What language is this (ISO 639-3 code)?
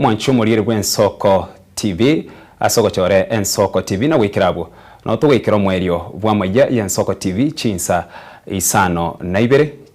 guz